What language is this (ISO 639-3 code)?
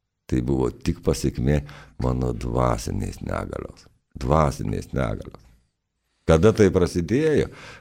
lit